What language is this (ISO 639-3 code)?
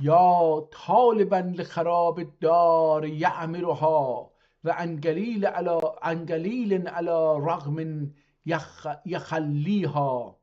azb